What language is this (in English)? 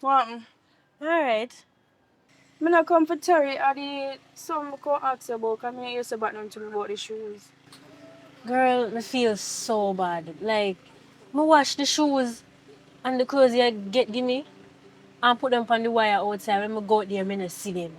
Jamaican Creole English